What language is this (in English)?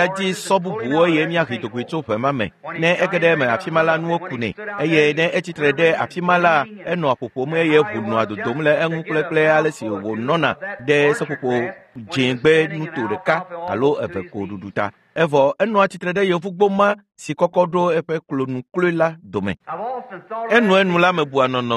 Ewe